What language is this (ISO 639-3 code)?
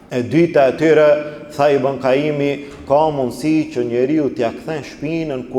sqi